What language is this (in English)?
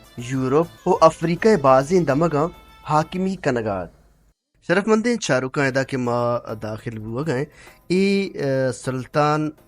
Baluchi